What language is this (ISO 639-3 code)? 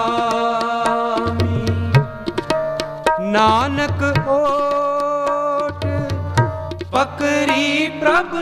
pan